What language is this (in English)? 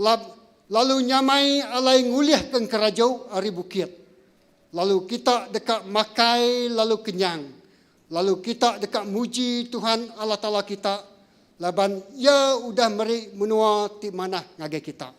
Iban